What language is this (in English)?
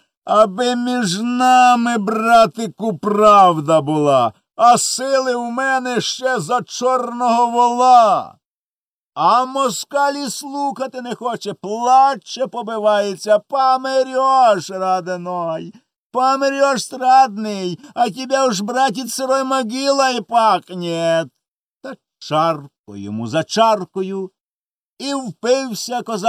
Ukrainian